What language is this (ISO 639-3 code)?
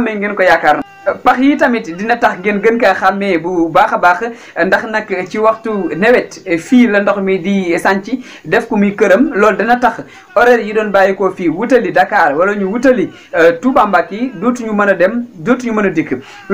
wol